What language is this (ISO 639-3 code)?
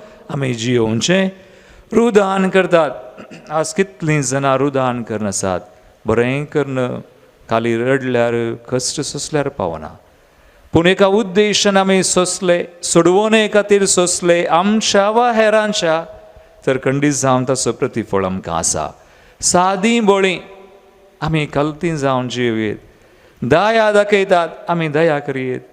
kok